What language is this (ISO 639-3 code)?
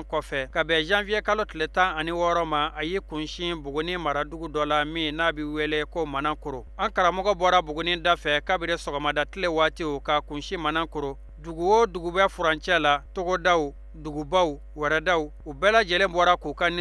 bam